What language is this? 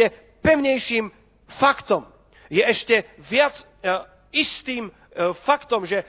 Slovak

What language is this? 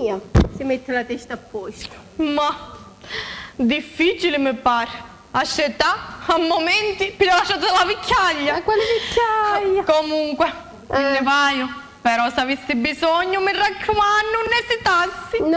Sicilian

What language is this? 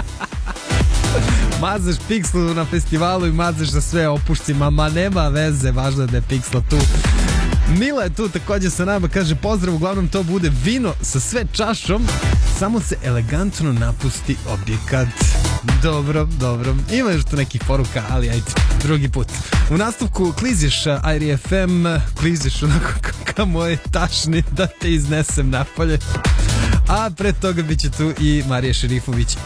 Serbian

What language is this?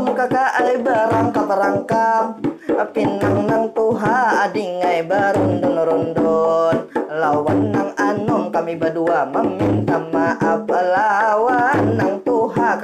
Banjar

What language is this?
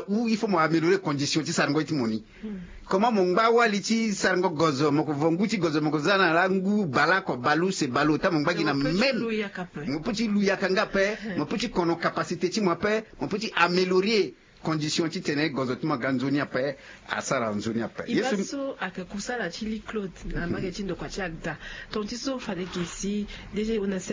Sango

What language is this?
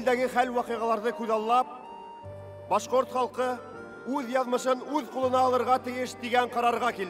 Bashkir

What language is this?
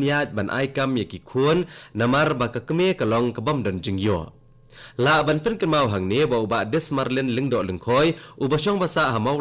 Khasi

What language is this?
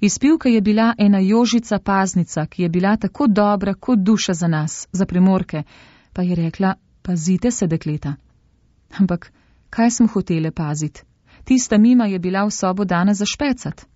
Slovenian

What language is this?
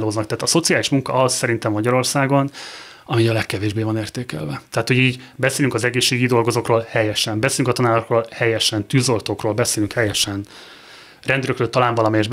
Hungarian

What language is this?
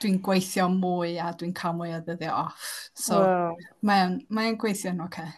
Welsh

